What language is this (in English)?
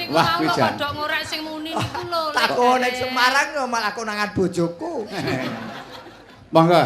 Javanese